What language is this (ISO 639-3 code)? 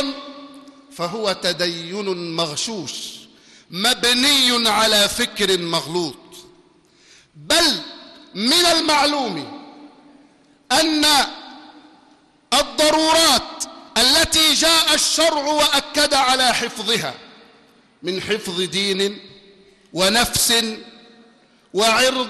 ara